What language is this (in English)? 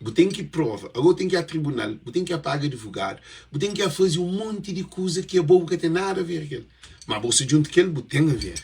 Kabuverdianu